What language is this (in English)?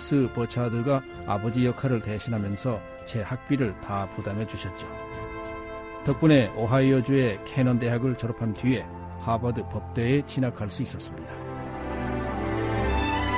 Korean